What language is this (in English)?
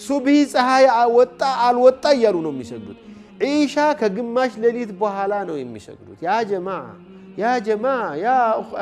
Amharic